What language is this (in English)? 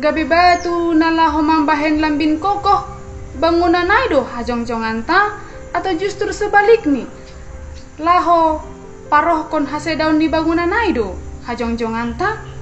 Batak Simalungun